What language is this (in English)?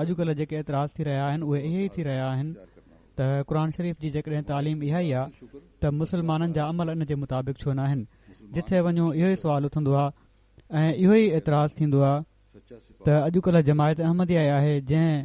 Sindhi